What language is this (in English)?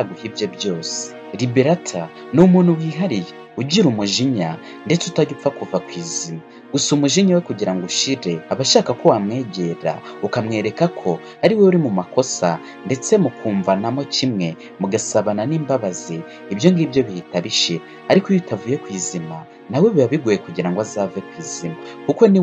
Kinyarwanda